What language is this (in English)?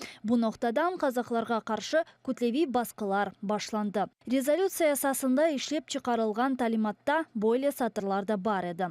Crimean Tatar